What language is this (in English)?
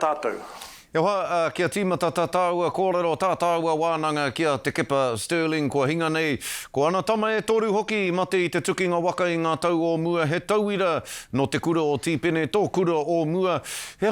Māori